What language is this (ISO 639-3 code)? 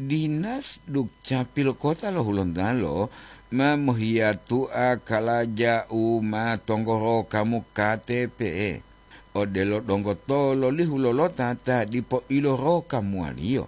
gor